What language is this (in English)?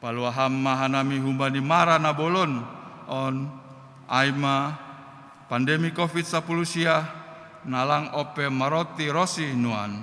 Batak Simalungun